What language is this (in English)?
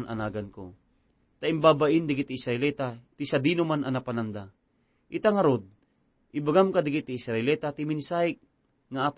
Iloko